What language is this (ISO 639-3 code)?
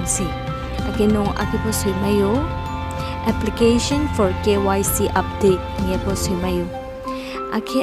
ria